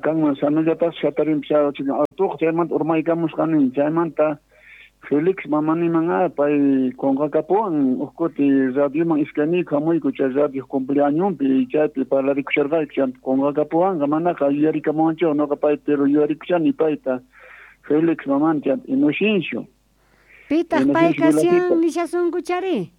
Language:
South Bolivian Quechua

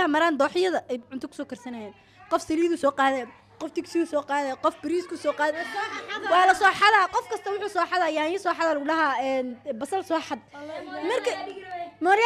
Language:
Somali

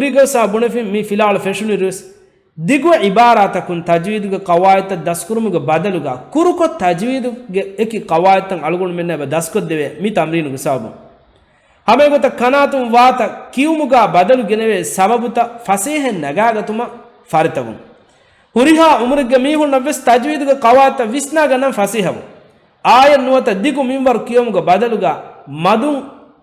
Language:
Divehi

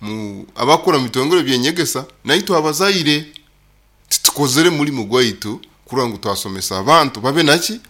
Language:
Nyoro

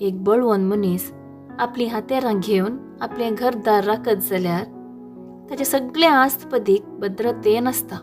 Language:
Konkani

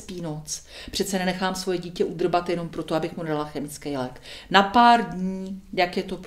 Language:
Czech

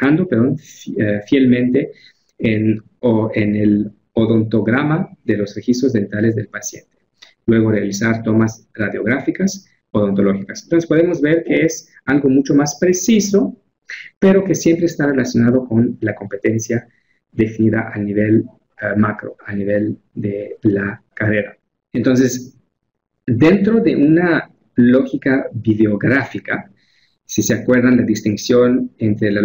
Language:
Spanish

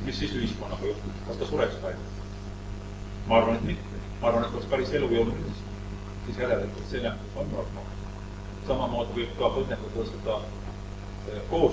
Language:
Estonian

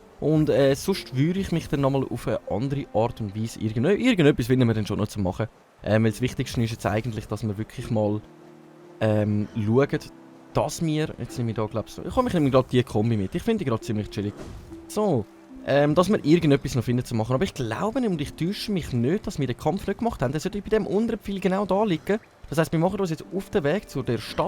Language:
Swiss German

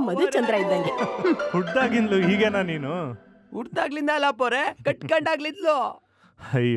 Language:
Kannada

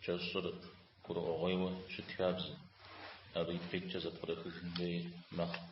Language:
Kabardian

